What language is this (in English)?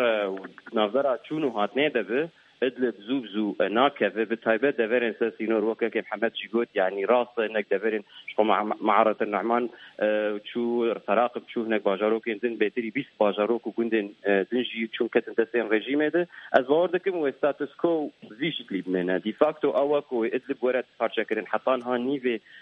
Kurdish